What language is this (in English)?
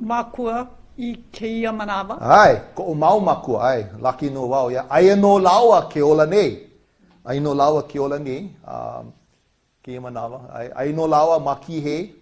Hawaiian